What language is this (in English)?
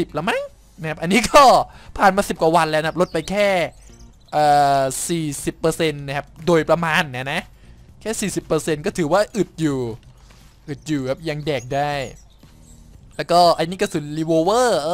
Thai